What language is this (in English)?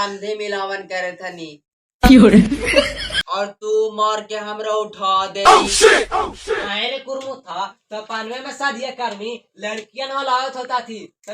Magahi